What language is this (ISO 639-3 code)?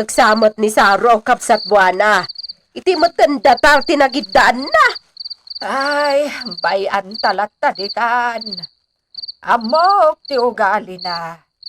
ilo